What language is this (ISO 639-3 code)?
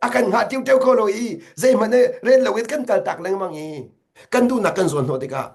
cnh